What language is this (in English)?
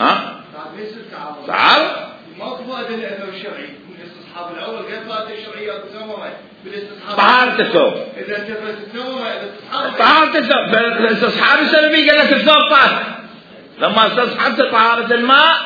Mesopotamian Arabic